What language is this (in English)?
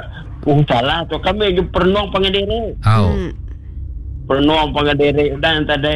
Iban